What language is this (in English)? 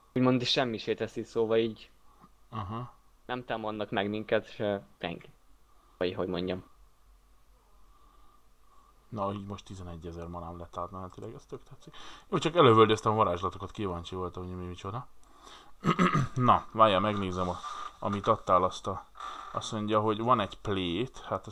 Hungarian